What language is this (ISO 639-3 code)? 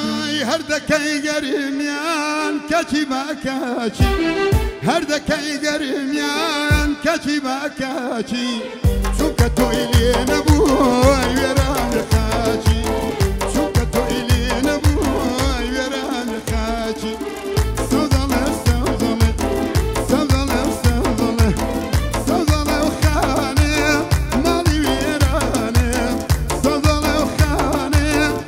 ckb